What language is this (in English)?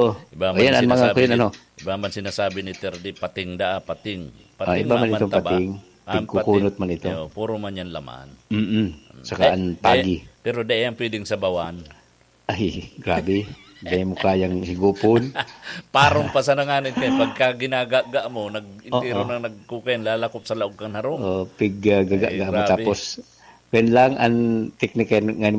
Bikol